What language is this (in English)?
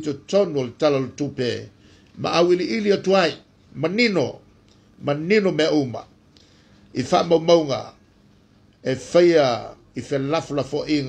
Samoan